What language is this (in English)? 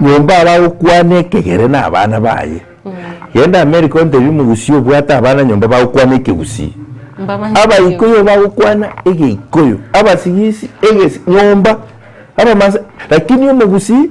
Gusii